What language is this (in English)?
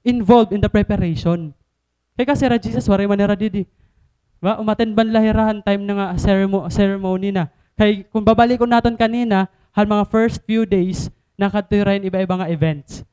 Waray